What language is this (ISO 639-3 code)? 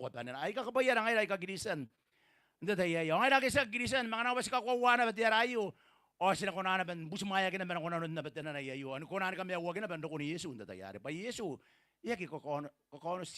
gil